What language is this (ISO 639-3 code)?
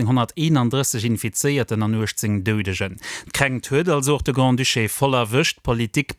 ltz